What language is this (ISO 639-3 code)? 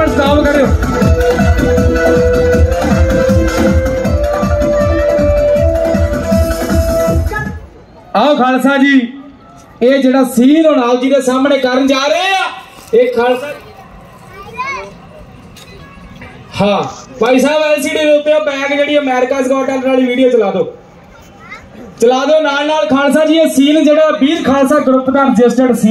pan